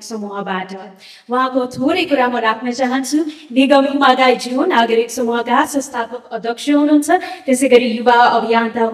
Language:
Nepali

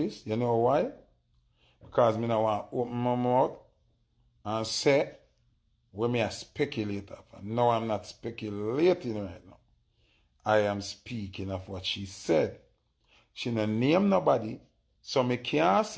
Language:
Jamaican Creole English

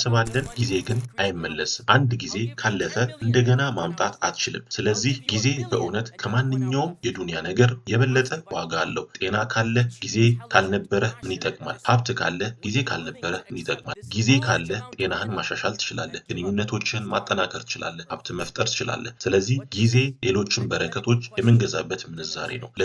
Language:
Amharic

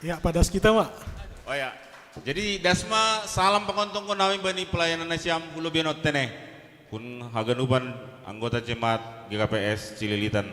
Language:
Batak Simalungun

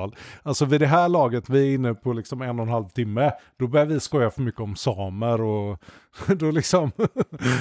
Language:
Swedish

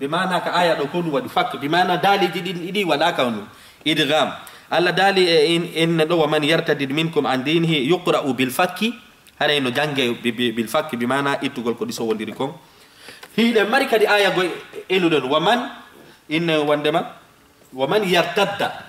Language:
Fula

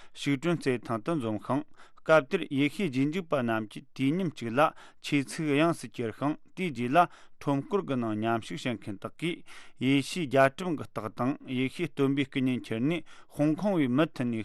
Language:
Tibetan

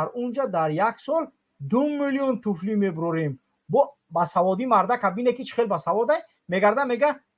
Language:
Tajik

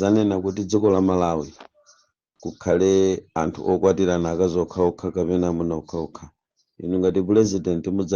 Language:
Nyanja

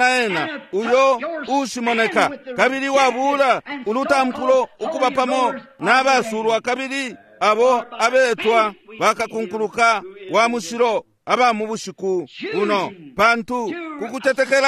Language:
Bemba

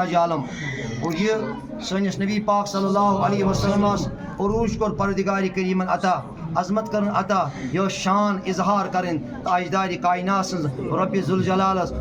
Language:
Kashmiri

